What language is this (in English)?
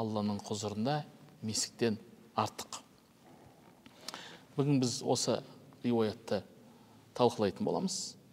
Kazakh